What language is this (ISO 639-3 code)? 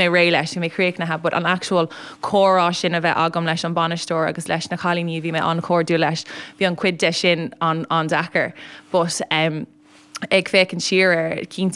gle